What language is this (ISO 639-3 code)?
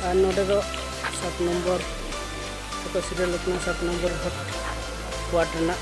sat